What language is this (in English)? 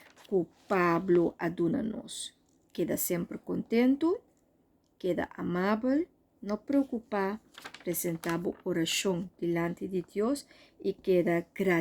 Papiamento